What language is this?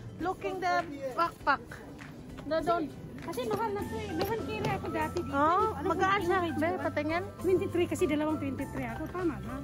Filipino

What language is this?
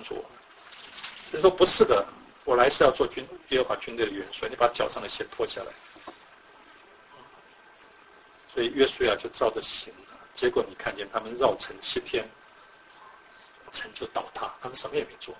Chinese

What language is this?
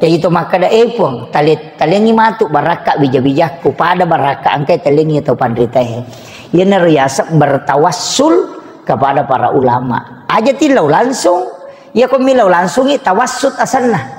Buginese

